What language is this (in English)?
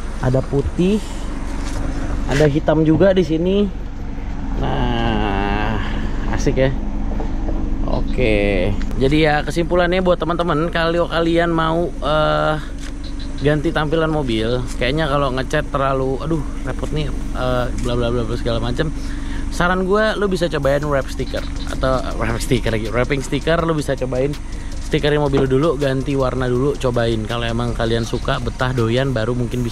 Indonesian